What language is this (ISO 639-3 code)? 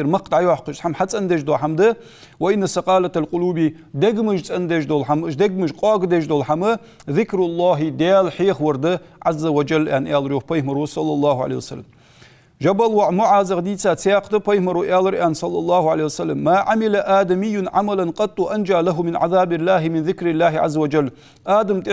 inh